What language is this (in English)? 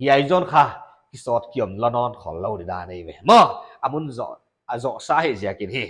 Paite Chin